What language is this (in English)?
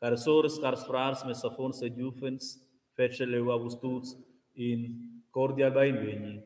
Romansh